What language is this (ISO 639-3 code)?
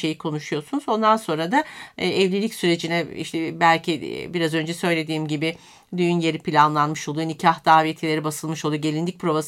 tur